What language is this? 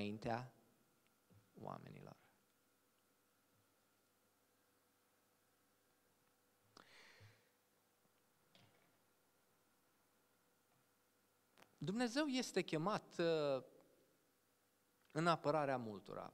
Romanian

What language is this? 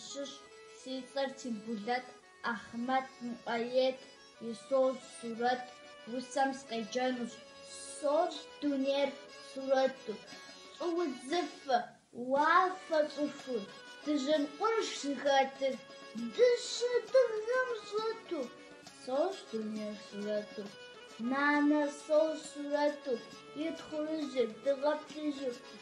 Kabardian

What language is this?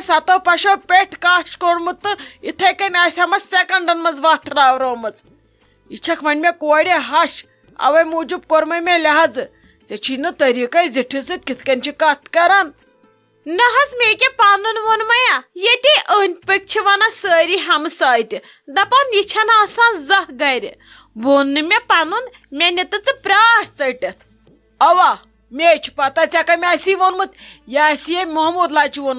Kashmiri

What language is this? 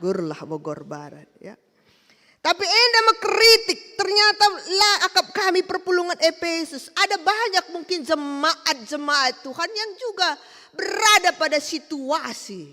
Batak Karo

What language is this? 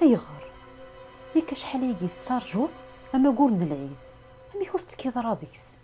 Kabyle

